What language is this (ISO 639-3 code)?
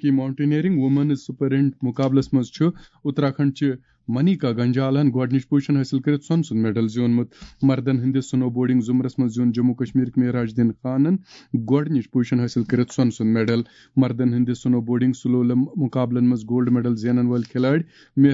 kas